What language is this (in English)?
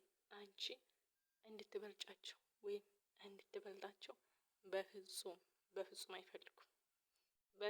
Amharic